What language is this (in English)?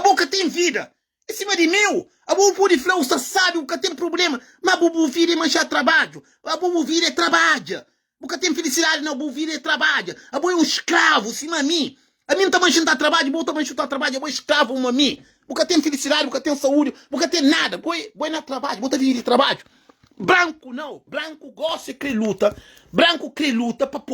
Kabuverdianu